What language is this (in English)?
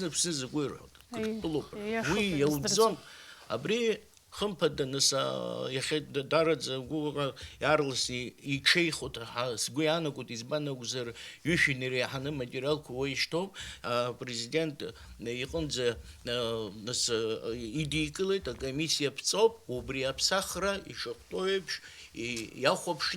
Abkhazian